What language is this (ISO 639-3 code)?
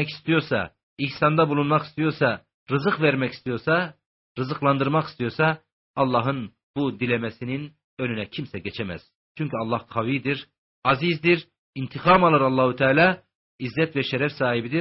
tur